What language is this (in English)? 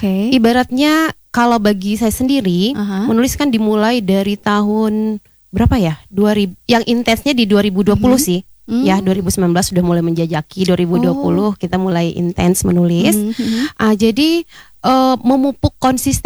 Indonesian